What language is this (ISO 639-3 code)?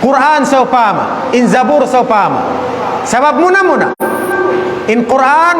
tsg